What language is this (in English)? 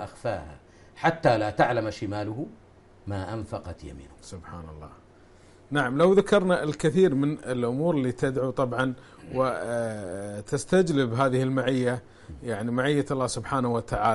Arabic